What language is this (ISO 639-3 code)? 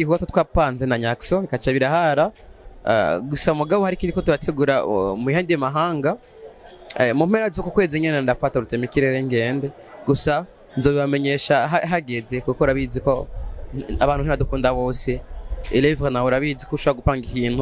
run